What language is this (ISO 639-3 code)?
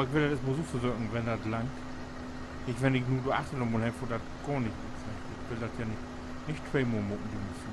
nds